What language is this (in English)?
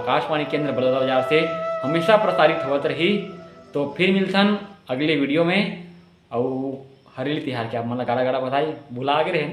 Chhattisgarhi